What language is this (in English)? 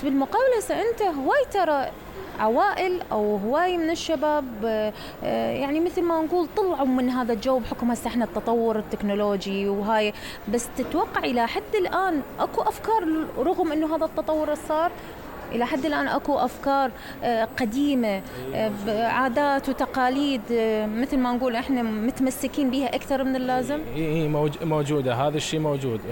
Mesopotamian Arabic